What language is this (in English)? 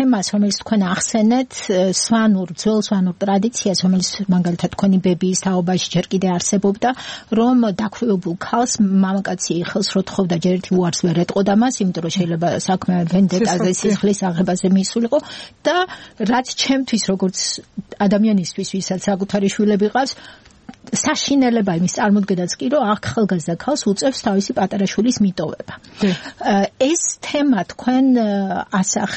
Georgian